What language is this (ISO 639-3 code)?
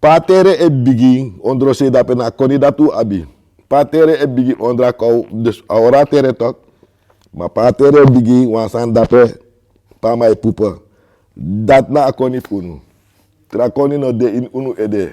srn